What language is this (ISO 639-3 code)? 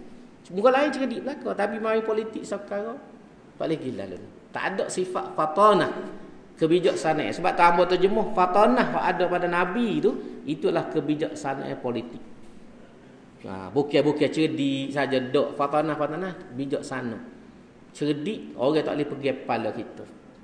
msa